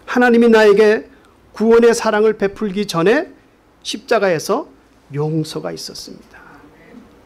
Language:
Korean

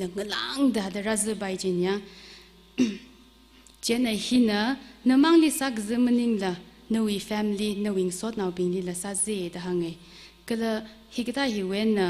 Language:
Tangkhul Naga (India)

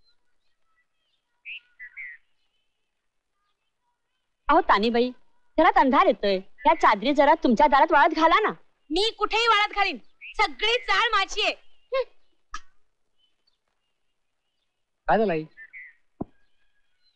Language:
Marathi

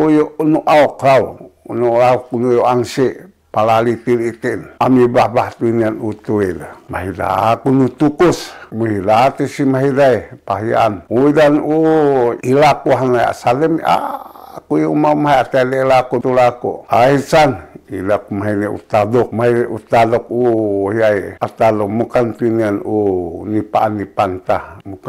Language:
Sakizaya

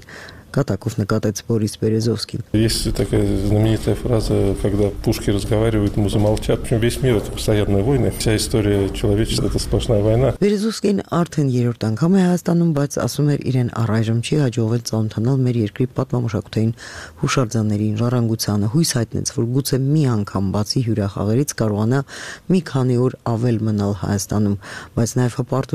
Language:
Armenian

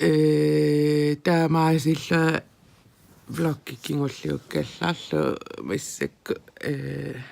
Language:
Kalaallisut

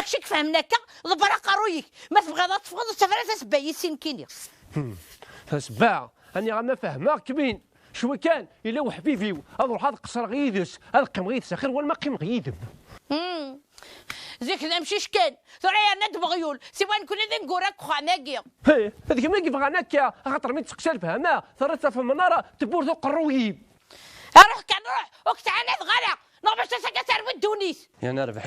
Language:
Kabyle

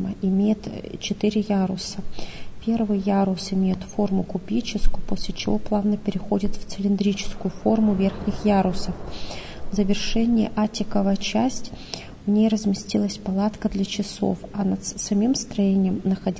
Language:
Russian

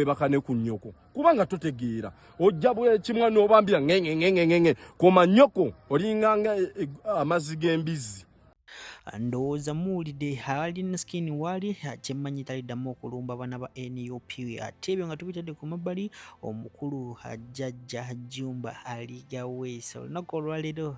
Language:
Ganda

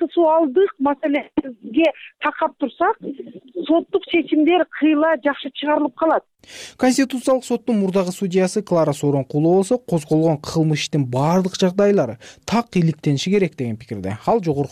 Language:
Kyrgyz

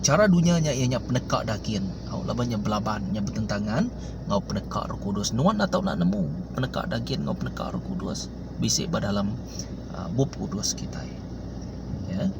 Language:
Iban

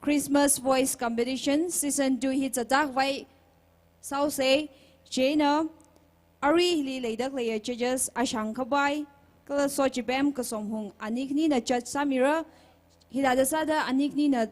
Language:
Tangkhul Naga (India)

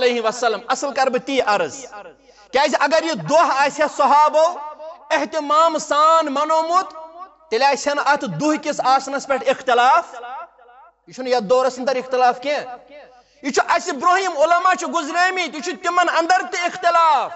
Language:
Kashmiri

